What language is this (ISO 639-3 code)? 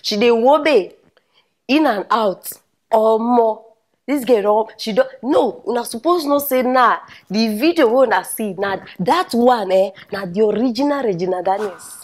pcm